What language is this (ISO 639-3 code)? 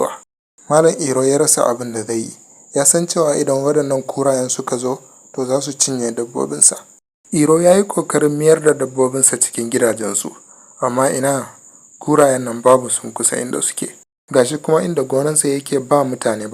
hau